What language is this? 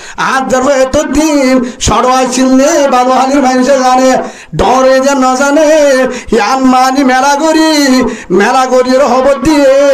Rohingya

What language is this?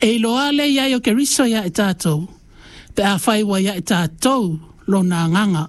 Samoan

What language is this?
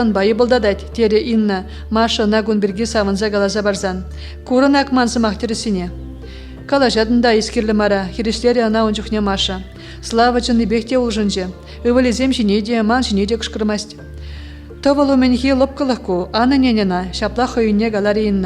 Chuvash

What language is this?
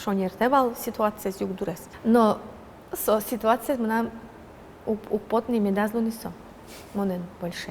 Udmurt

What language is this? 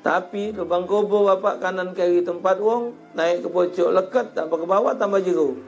Musi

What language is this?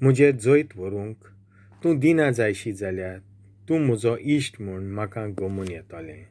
Konkani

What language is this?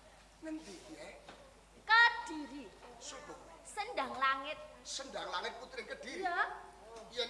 Javanese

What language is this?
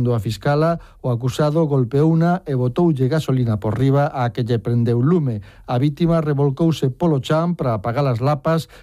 Galician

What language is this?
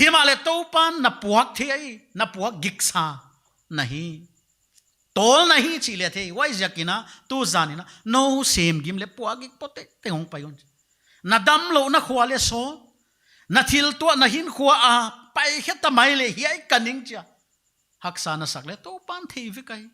Paite Chin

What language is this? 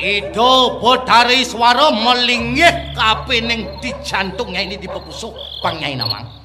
Balinese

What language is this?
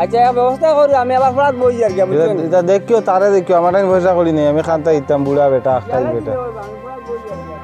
Sylheti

